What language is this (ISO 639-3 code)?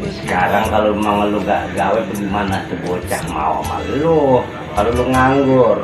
bew